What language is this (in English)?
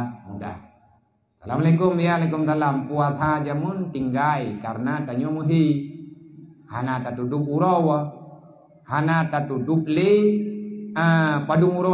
Achinese